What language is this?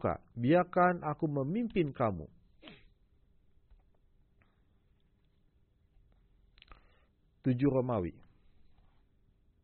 Indonesian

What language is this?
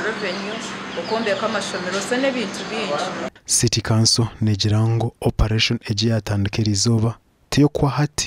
Nyankole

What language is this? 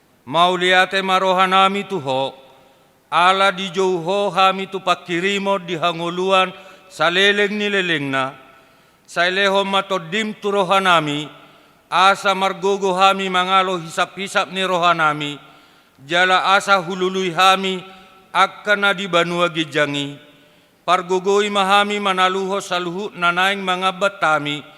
Batak Toba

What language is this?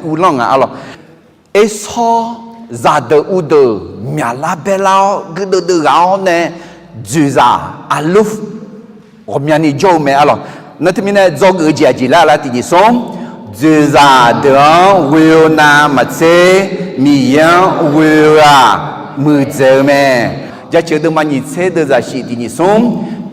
Akha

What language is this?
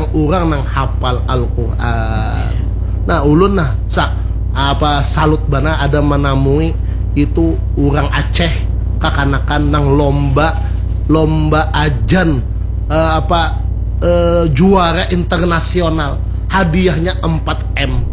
Banjar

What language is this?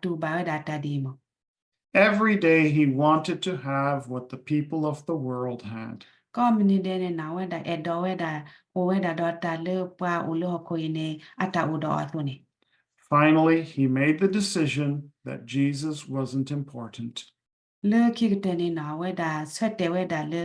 S'gaw Karen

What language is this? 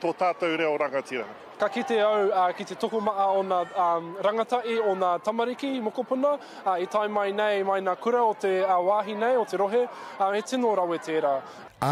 Māori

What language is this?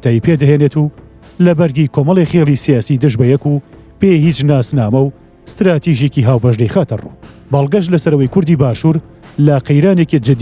Central Kurdish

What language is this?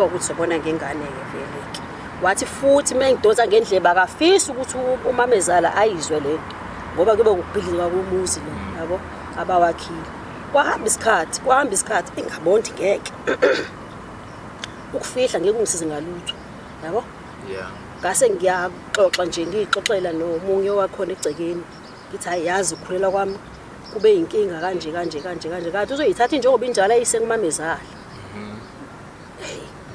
Zulu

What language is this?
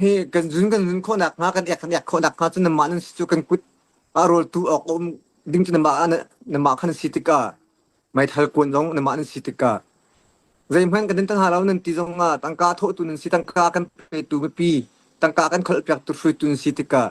Hakha Chin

